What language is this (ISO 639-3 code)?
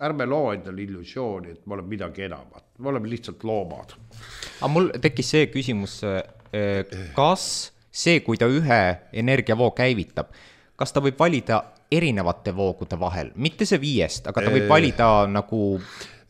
est